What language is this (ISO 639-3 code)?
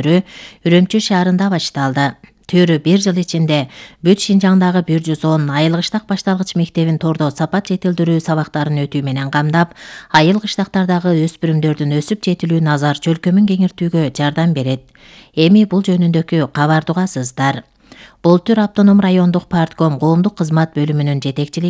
kir